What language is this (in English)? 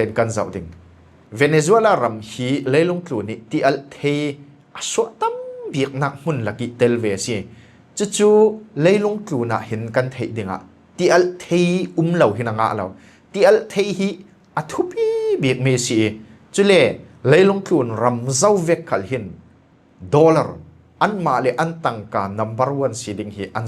Falam Chin